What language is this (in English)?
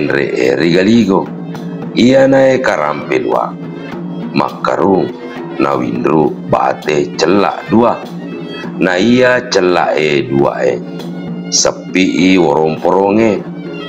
Buginese